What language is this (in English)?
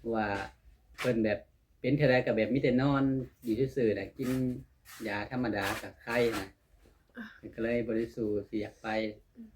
Lao